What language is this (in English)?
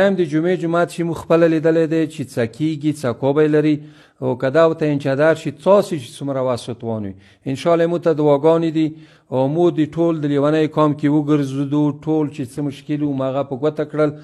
Pashto